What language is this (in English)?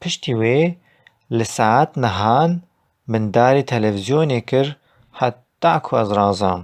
Kurdish